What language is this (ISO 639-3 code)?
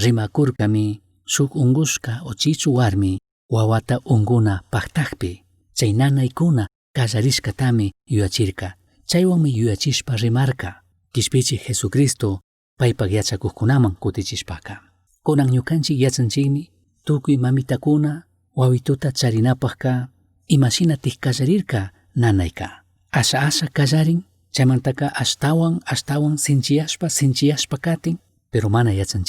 qug